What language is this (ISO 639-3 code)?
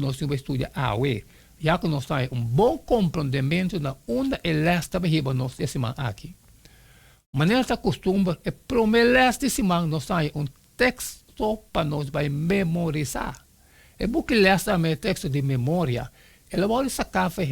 pap